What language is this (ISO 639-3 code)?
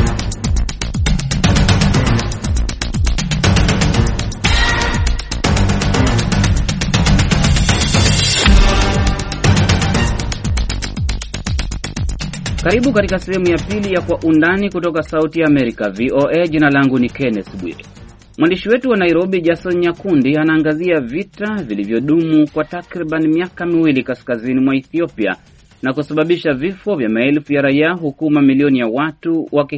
swa